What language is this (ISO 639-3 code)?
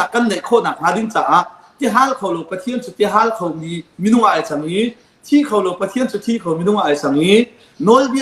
cnh